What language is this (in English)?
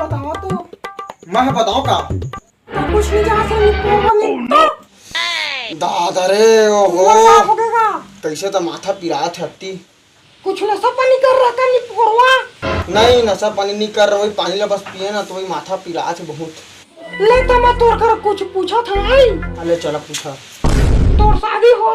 Chhattisgarhi